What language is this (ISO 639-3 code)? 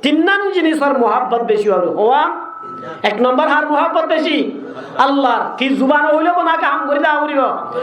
rhg